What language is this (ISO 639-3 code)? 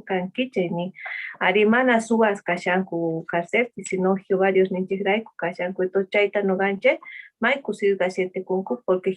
quh